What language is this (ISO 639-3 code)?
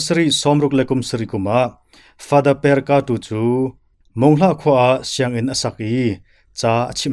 cnh